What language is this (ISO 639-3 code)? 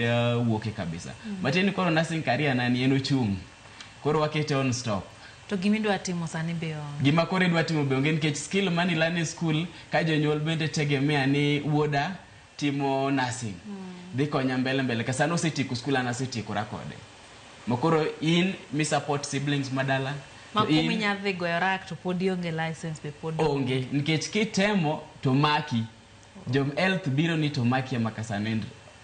luo